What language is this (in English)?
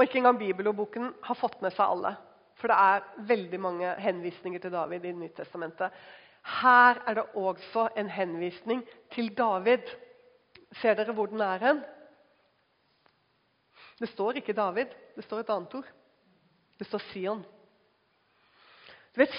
Norwegian